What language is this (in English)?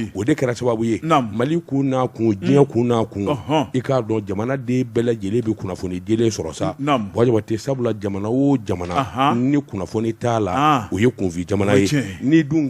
Bambara